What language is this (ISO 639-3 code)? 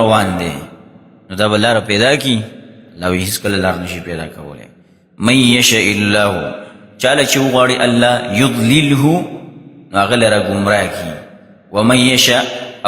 pus